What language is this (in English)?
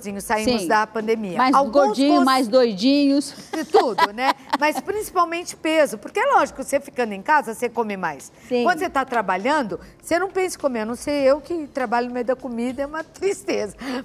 Portuguese